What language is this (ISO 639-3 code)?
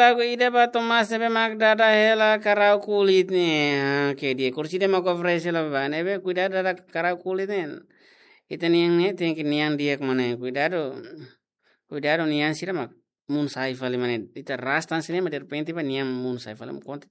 tet